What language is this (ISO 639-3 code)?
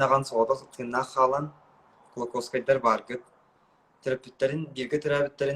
sah